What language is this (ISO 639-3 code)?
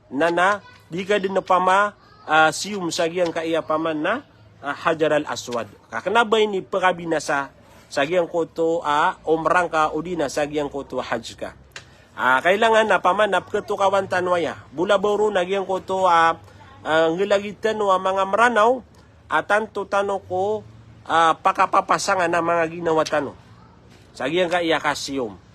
mrw